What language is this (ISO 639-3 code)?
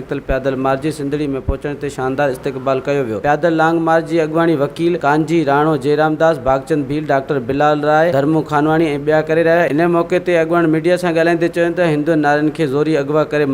snd